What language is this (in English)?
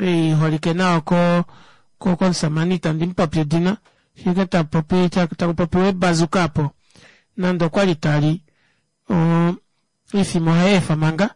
Kuanyama